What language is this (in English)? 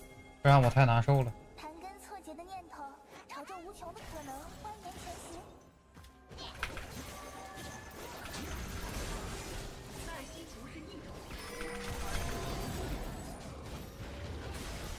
Chinese